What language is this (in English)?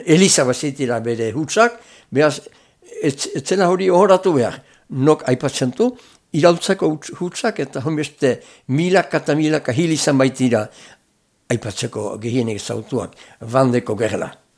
Basque